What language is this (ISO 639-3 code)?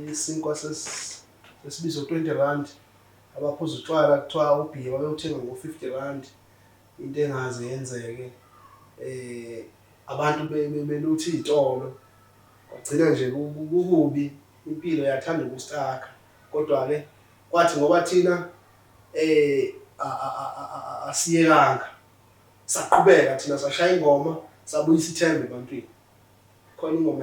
zul